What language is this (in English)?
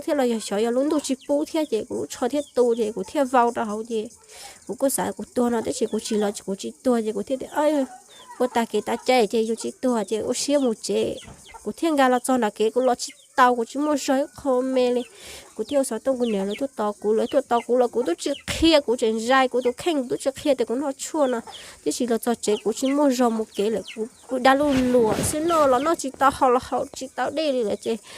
Hmong